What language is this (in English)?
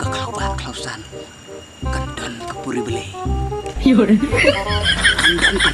Khasi